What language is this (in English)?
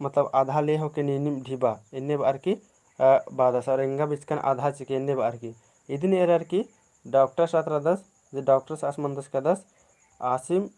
Kurukh